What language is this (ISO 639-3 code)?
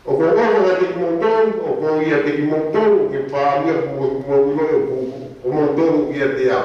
ton